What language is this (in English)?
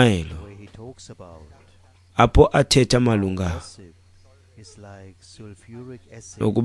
Xhosa